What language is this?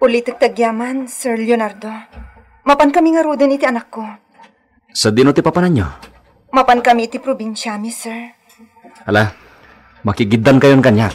Iloko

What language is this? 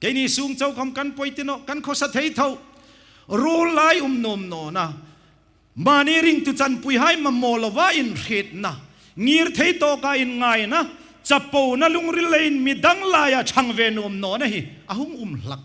Hmar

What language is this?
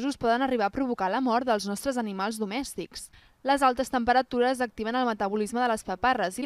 Catalan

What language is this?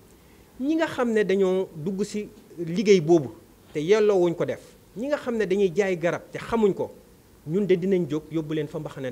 Wolof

